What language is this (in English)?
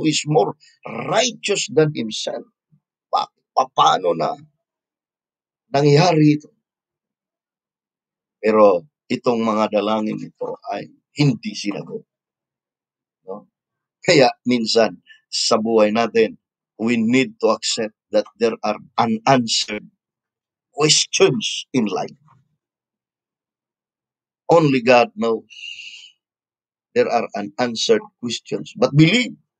Filipino